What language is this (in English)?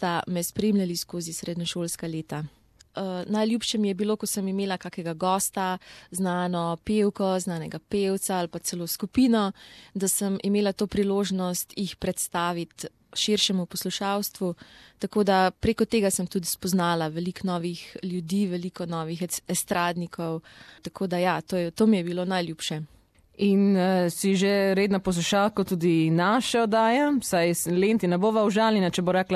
Slovenian